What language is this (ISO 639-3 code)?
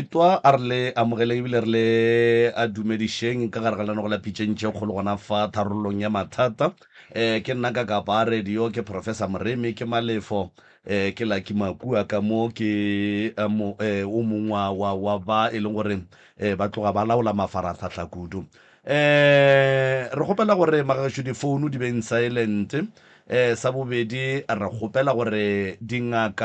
nso